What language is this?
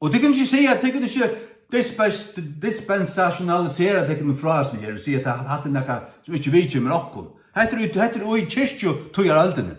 Faroese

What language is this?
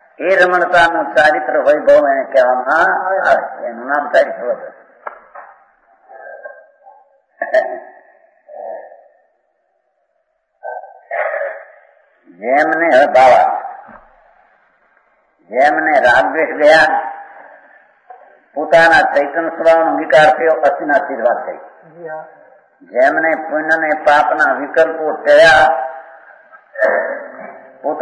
Gujarati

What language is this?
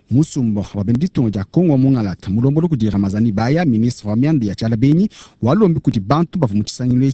Luba-Lulua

